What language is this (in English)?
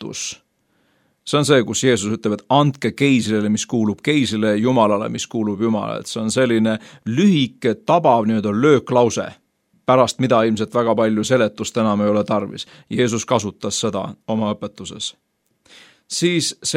Estonian